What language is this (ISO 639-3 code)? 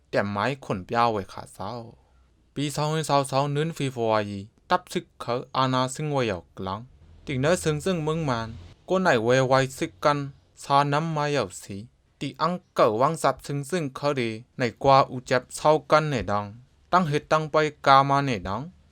shn